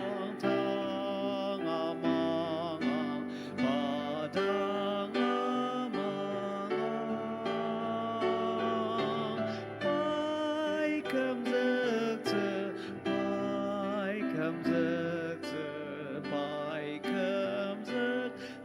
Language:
Ao Naga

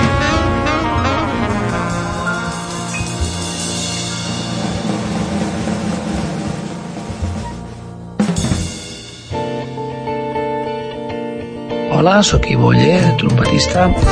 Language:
Catalan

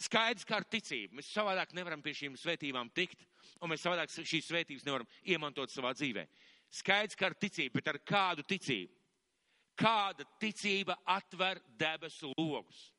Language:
Latvian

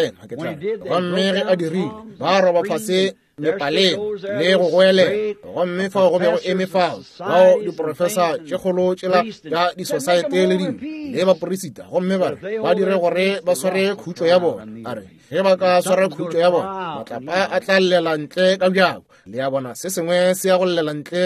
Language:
Northern Sotho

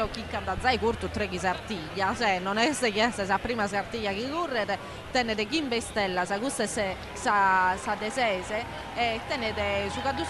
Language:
Sardinian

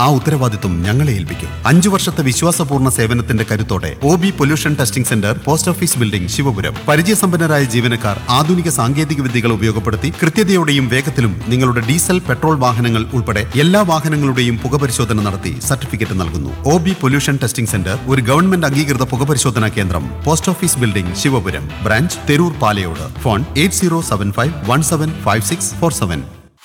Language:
Malayalam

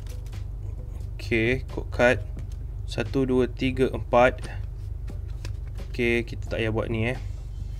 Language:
Malay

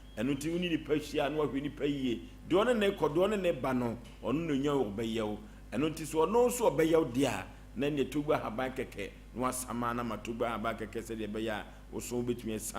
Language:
Akan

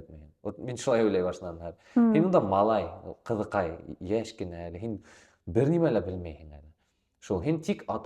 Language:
Bashkir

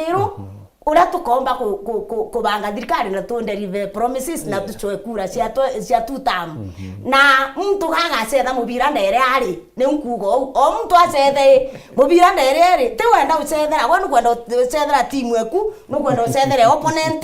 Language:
Meru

